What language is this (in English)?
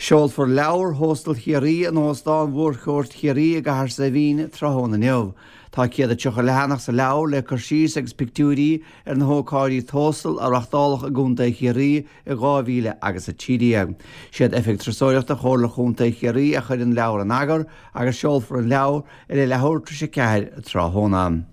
Irish